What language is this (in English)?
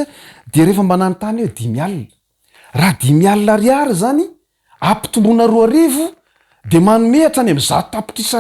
Malagasy